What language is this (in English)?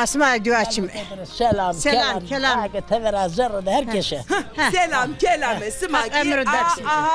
Zaza